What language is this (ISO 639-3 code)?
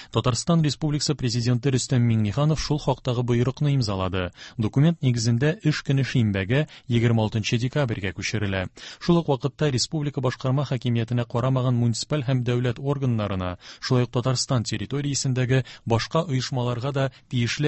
tat